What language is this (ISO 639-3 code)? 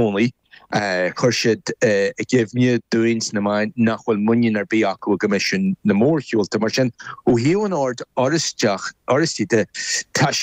gle